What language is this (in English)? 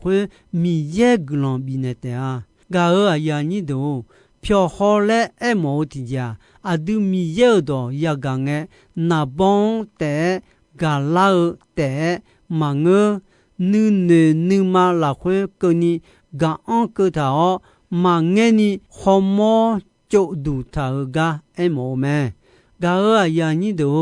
Akha